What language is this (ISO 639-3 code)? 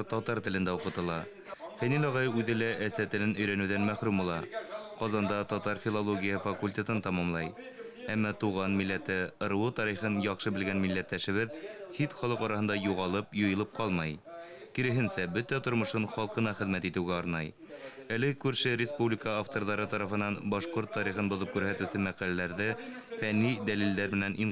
bak